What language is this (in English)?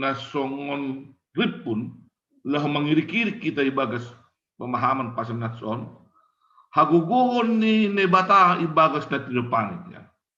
Batak Simalungun